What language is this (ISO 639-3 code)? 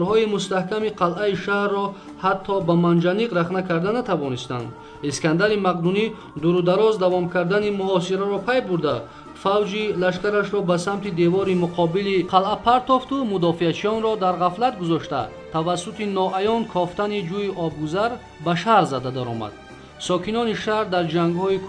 tgk